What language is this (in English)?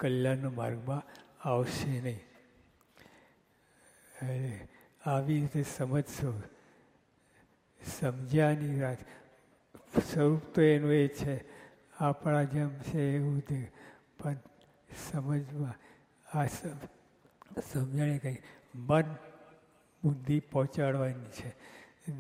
Gujarati